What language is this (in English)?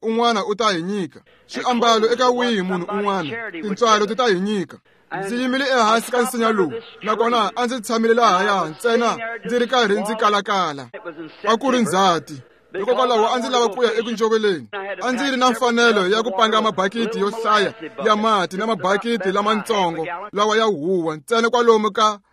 Tsonga